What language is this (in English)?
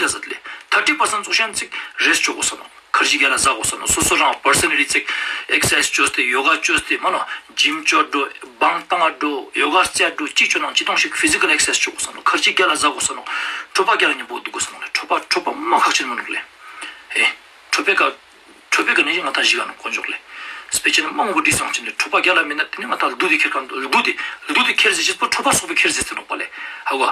Ladakhi